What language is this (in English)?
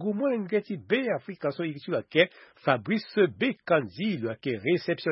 Sango